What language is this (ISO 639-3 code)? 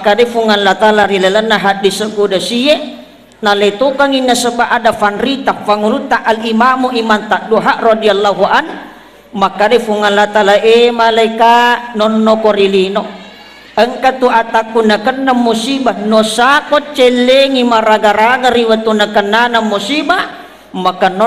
bug